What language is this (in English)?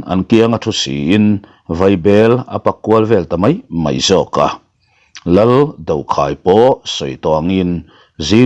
Mizo